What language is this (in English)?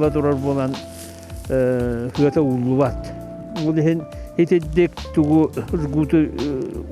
Yakut